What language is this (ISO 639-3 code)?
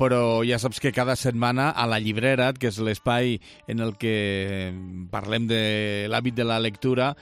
cat